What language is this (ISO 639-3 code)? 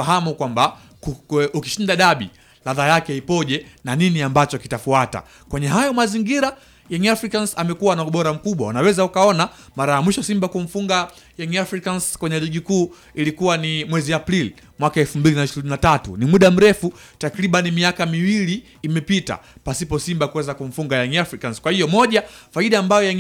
swa